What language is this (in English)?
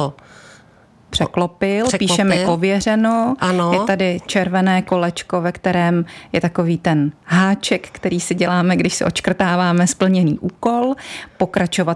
Czech